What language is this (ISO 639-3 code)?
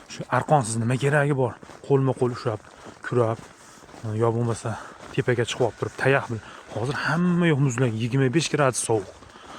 uzb